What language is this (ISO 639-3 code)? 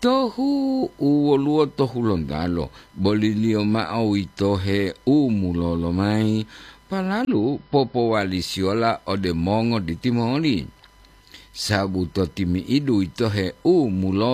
gor